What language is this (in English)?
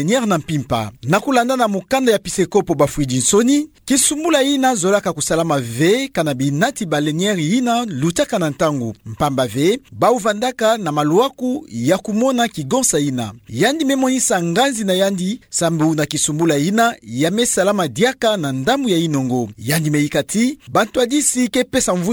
Kituba (Democratic Republic of Congo)